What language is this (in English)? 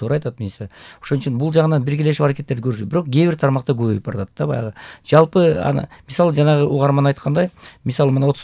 Kyrgyz